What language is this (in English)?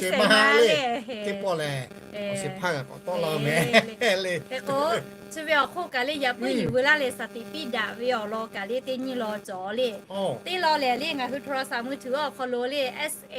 Lahu